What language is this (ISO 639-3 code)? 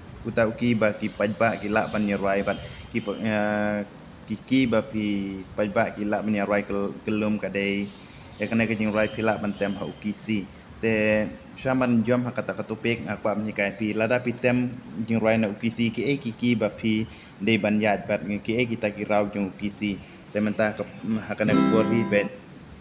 kha